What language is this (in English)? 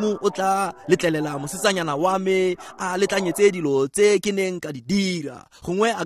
Tswana